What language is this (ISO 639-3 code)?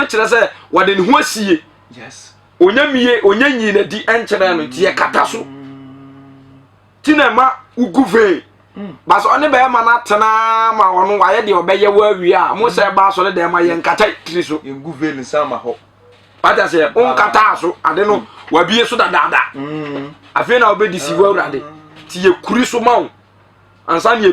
aka